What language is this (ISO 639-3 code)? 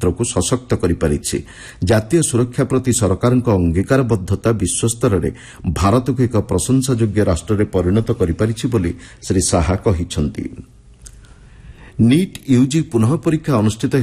ori